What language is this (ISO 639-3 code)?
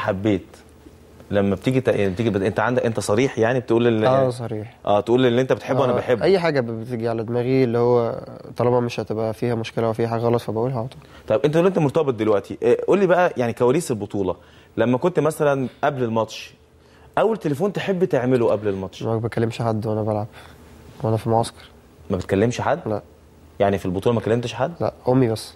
arz